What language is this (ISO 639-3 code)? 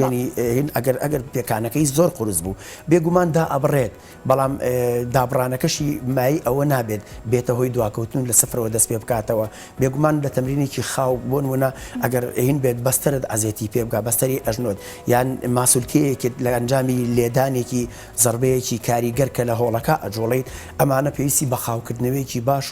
ckb